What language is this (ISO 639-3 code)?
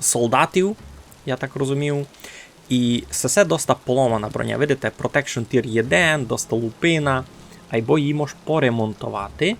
rue